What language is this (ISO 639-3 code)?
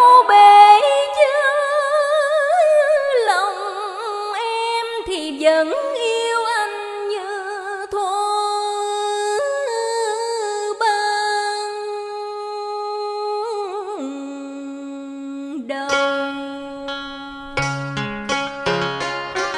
vie